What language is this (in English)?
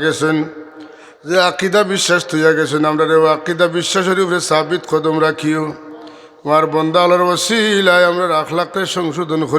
Sylheti